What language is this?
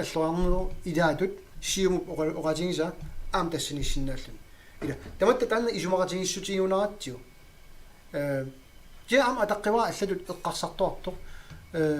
Kalaallisut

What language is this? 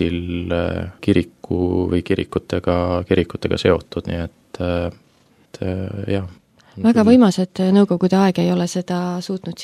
Estonian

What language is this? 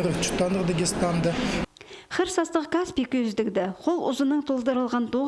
Khakas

